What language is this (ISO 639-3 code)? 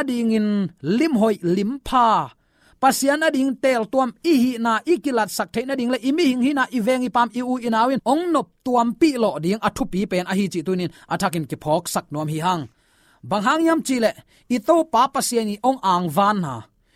ctd